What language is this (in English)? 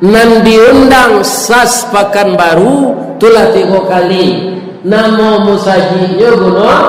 Minangkabau